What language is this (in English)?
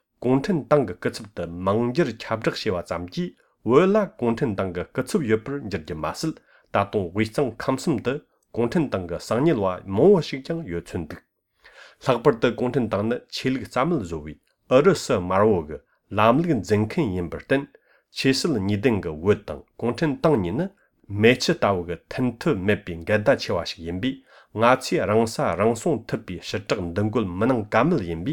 Latvian